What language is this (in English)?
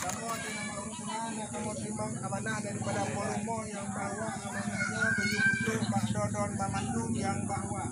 Achinese